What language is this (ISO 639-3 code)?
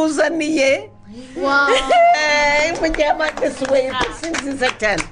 kin